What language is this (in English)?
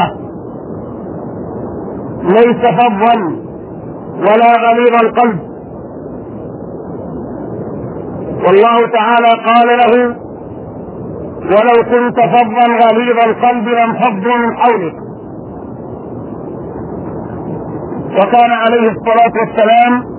Arabic